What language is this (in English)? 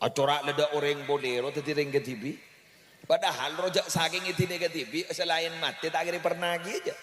Madurese